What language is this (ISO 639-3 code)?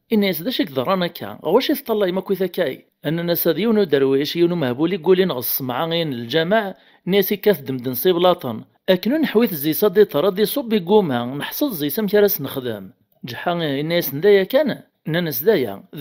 kab